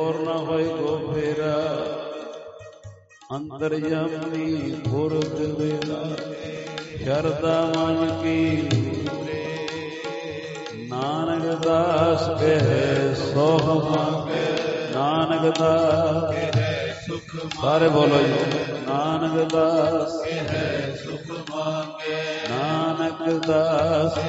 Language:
Punjabi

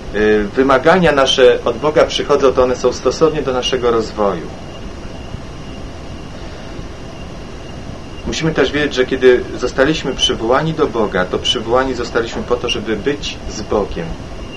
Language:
Polish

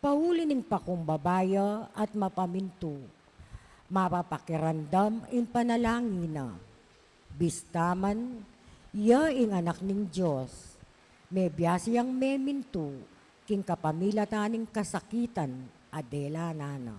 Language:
Pampanga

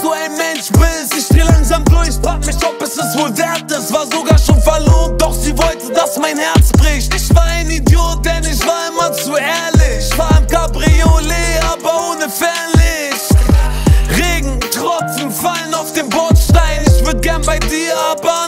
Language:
German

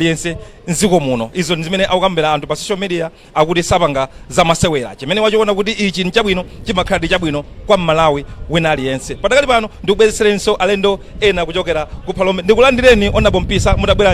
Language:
Nyanja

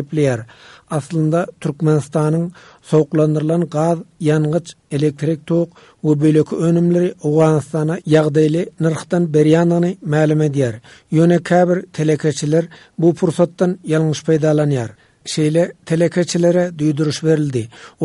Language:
Turkmen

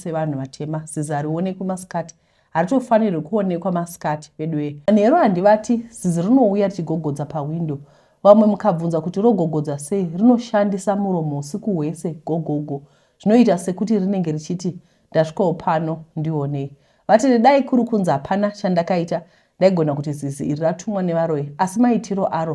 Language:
Shona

